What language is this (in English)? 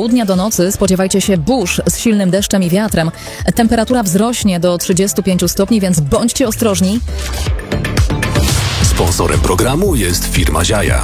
Polish